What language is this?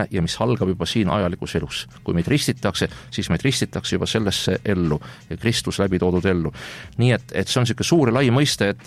Estonian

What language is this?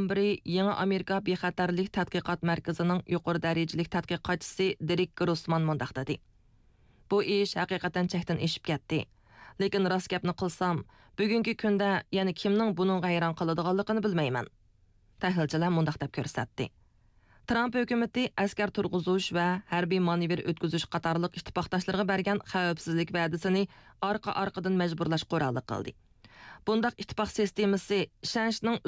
Uyghur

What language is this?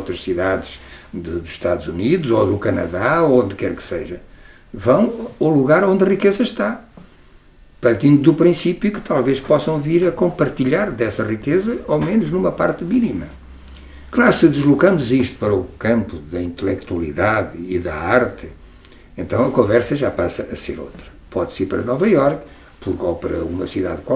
Portuguese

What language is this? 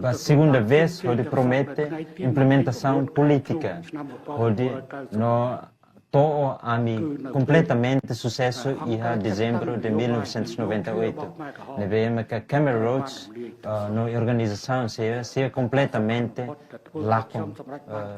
Tetum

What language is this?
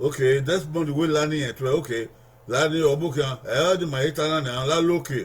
Bini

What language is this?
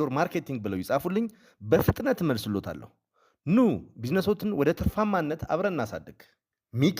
Amharic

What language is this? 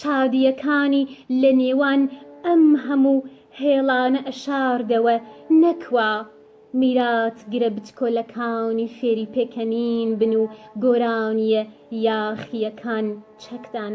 Central Kurdish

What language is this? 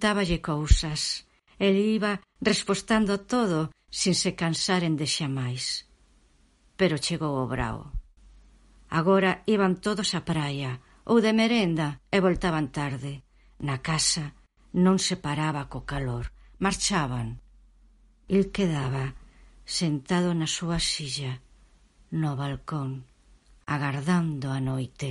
Galician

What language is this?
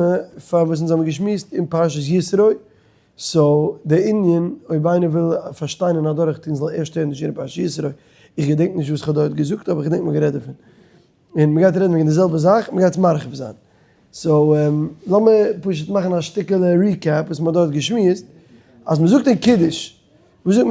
Yiddish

